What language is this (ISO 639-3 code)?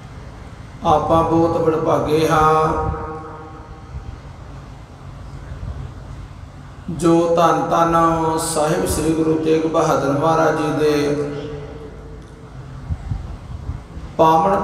pan